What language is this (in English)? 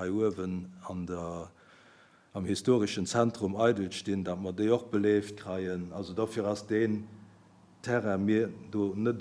Luxembourgish